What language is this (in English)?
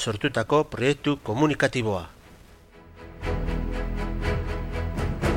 Basque